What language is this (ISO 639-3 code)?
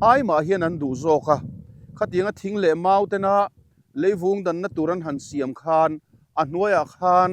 lus